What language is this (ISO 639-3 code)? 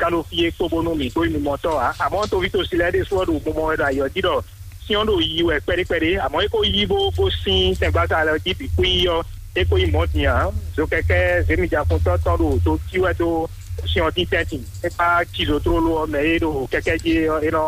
fon